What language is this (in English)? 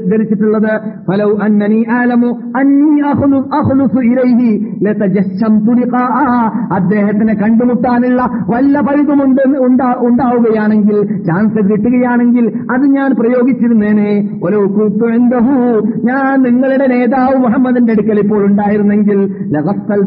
Malayalam